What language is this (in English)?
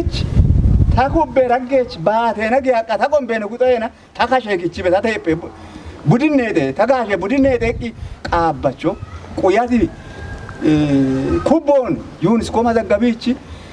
Kafa